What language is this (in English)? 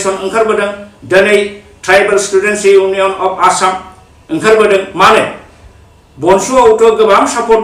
Bodo